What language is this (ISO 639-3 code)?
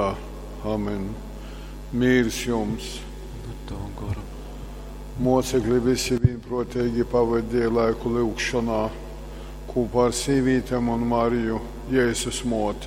ltg